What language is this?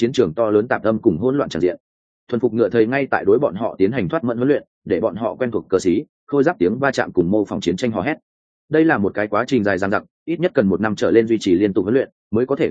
Vietnamese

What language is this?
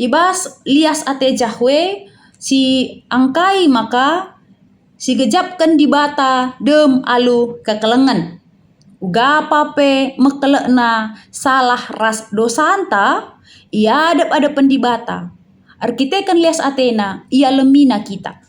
Batak Karo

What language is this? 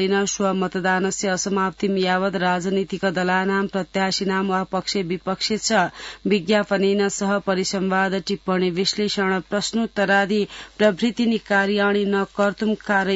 Sanskrit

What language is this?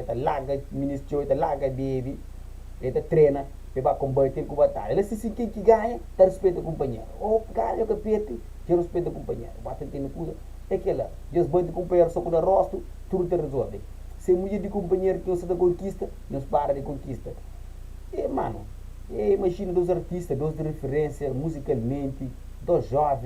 Kabuverdianu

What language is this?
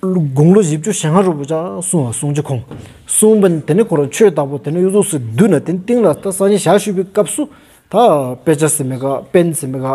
Stod Bhoti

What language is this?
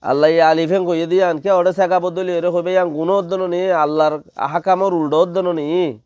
Rohingya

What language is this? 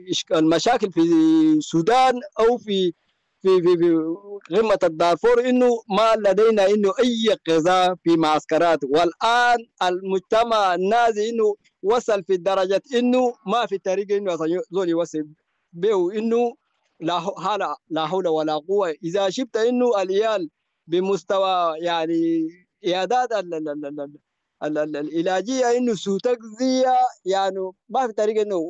Sudanese Arabic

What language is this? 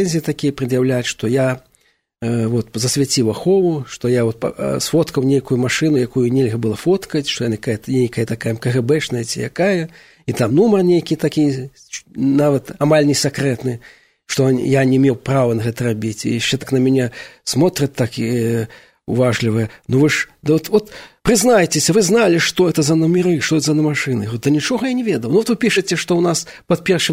Belarusian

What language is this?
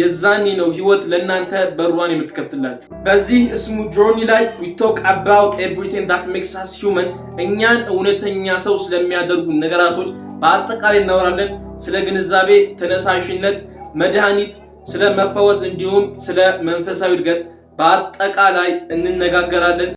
Amharic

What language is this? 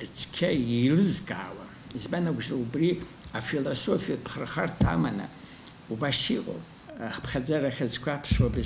Abkhazian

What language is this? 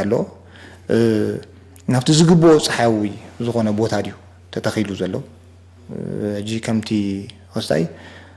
Tigrinya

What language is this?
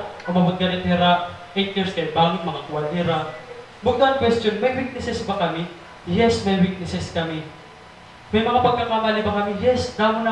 Waray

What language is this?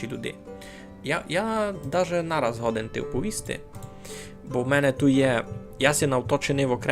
Rusyn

